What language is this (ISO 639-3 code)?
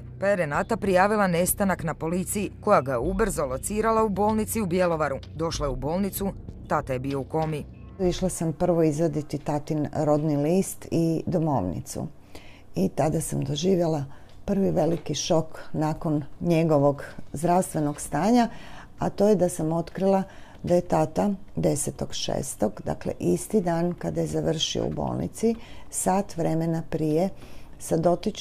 hrv